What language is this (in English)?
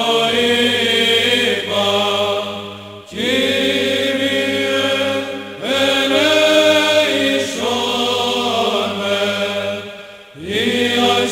Greek